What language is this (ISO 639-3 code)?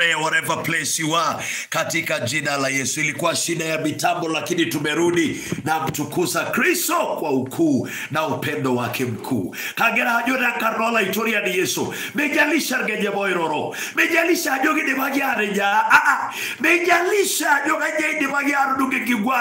mas